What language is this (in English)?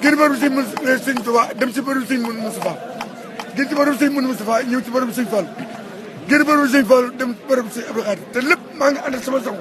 Wolof